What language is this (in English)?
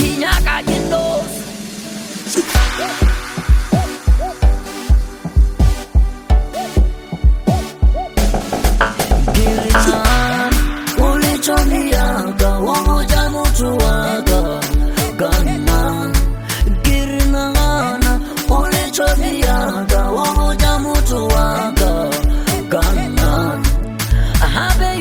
Swahili